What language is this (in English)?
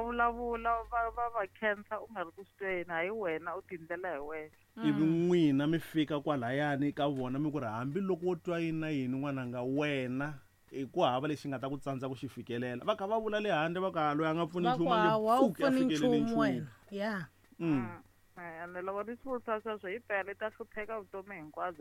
Tsonga